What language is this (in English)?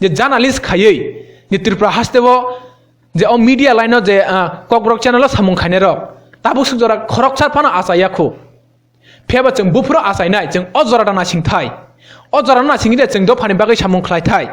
Kok Borok